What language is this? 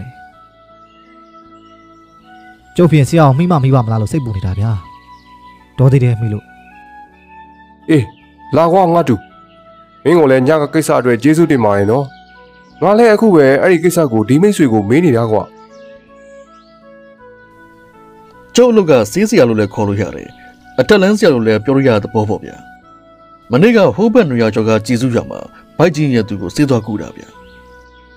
Burmese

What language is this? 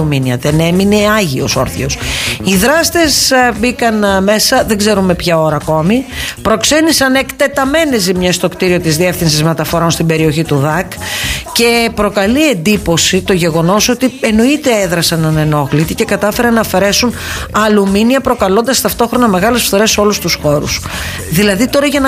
Greek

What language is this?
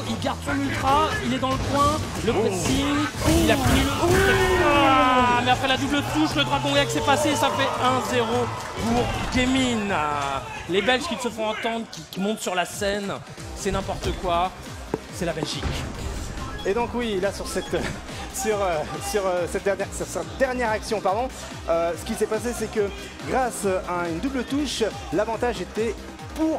French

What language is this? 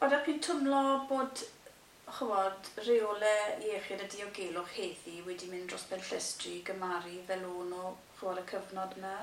Welsh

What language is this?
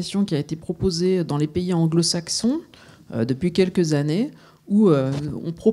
French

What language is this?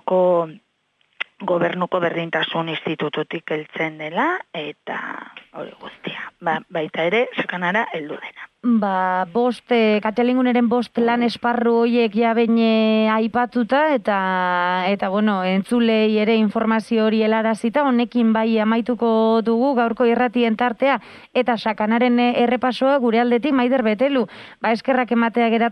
Basque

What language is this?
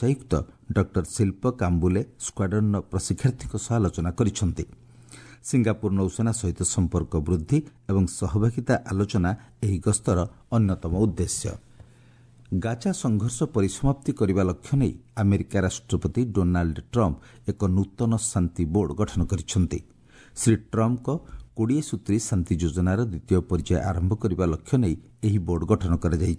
Odia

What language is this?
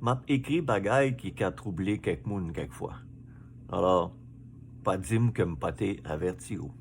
Haitian Creole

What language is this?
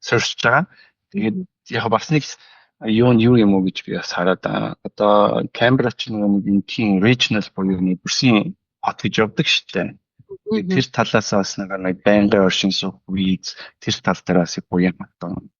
Mongolian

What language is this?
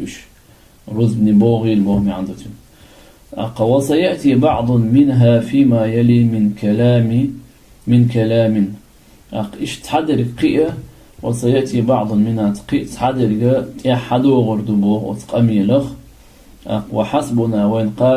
Chechen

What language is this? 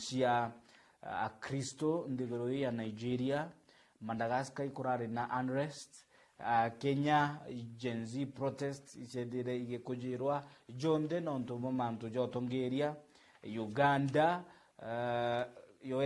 Meru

